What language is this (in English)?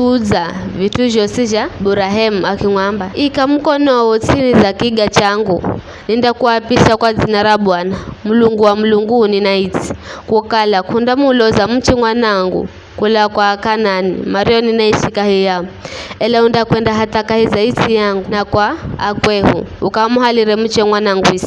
Giryama